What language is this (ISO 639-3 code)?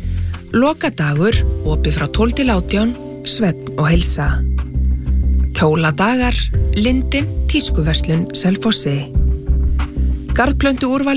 isl